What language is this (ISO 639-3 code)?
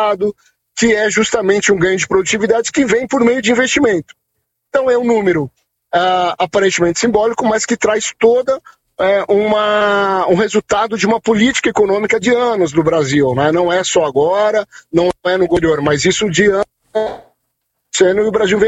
por